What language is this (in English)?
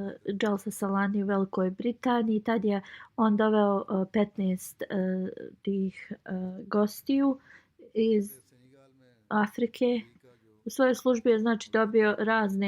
Bosnian